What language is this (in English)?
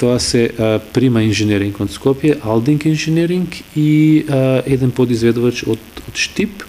Macedonian